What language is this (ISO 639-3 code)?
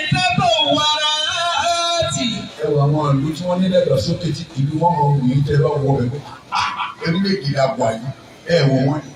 yor